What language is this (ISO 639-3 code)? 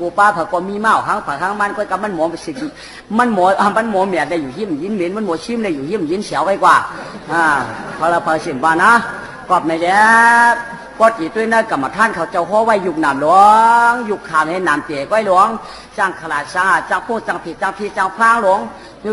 shn